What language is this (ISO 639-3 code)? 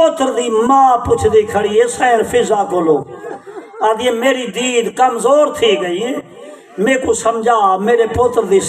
skr